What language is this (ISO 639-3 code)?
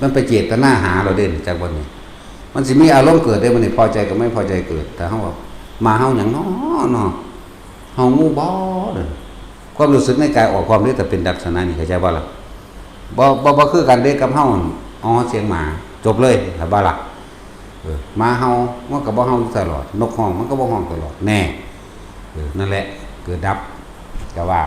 tts